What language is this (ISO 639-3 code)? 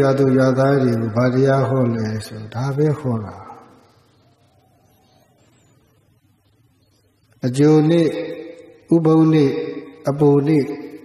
mya